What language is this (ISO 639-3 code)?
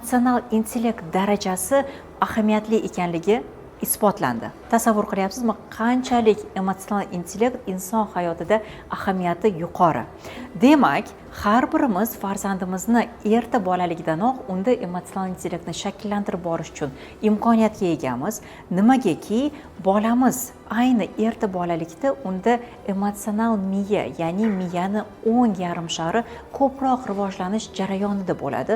uzb